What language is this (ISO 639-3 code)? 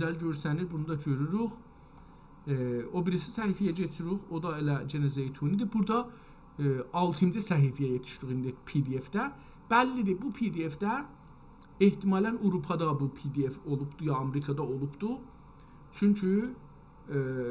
azb